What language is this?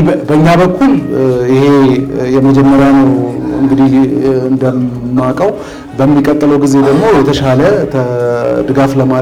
Amharic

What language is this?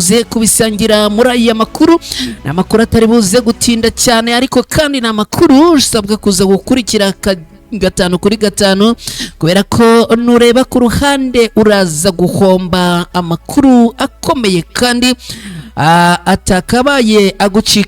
Kinyarwanda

